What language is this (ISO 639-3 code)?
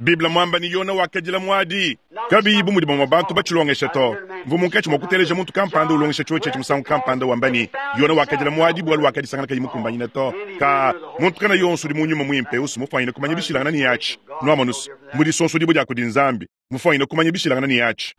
lua